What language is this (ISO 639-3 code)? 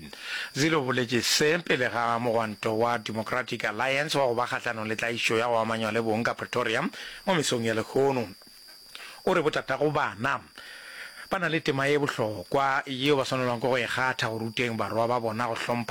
nso